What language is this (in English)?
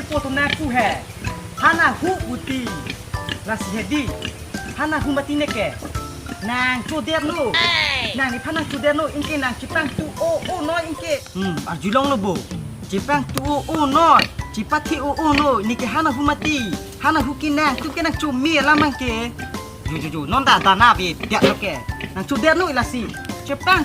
Karbi